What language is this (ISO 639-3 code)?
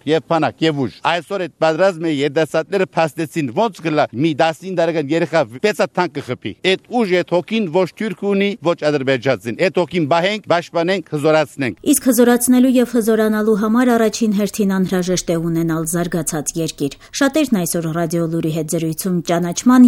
hye